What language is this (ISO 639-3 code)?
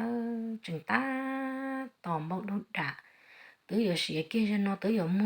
hmn